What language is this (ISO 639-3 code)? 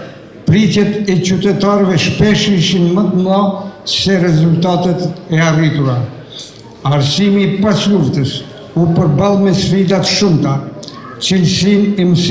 sqi